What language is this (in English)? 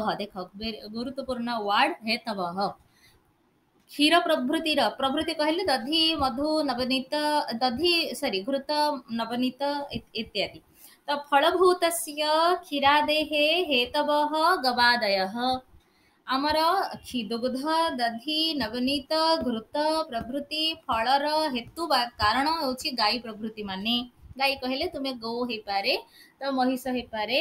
Odia